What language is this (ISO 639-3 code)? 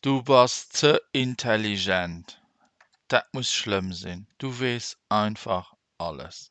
ltz